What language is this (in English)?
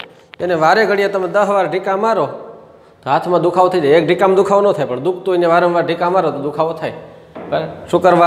Gujarati